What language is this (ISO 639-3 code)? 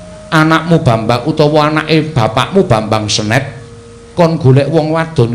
jav